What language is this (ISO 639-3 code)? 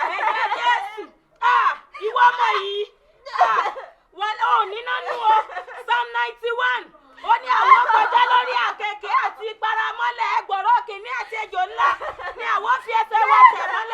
yor